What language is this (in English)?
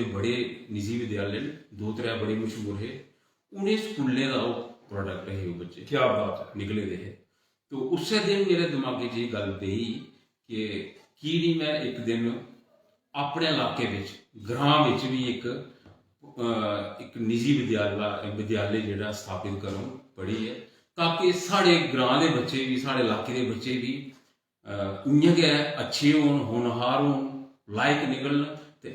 Dogri